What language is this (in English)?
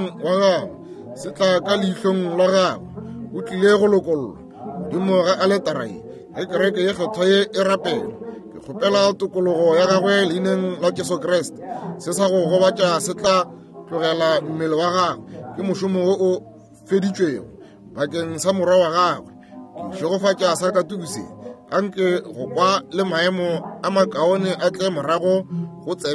Northern Sotho